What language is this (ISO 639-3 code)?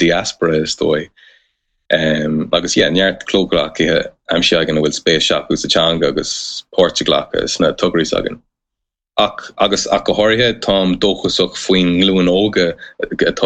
gle